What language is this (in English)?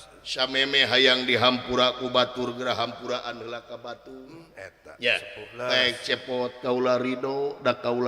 Sundanese